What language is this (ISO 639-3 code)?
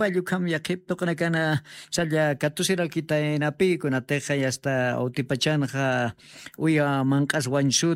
aym